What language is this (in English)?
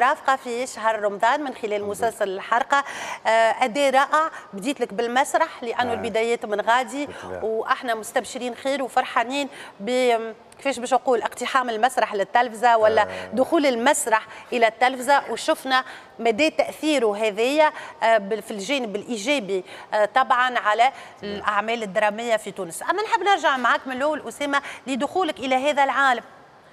Tunisian Arabic